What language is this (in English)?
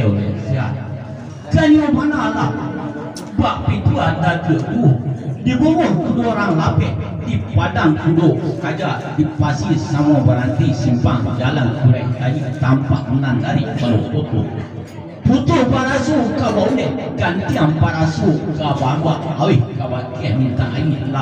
Minangkabau